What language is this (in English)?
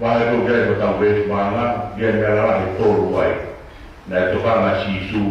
Tongan